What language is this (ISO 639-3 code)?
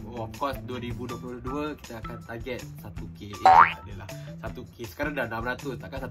msa